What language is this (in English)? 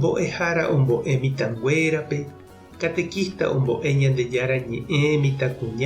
Guarani